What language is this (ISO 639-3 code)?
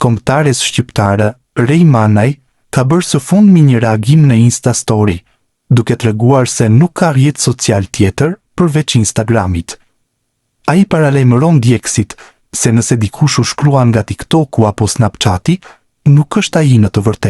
sqi